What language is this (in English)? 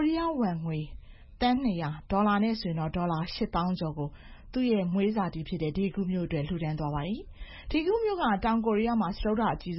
Burmese